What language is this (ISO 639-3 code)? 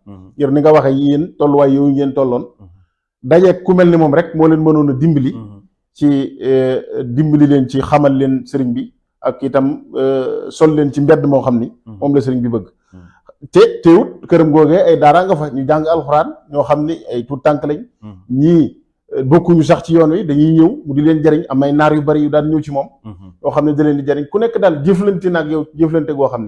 wol